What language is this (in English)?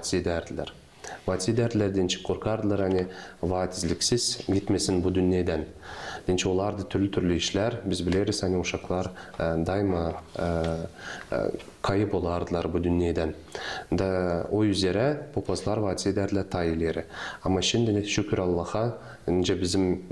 Gagauz